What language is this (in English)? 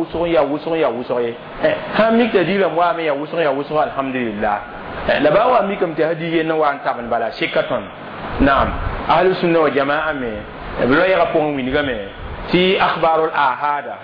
Mossi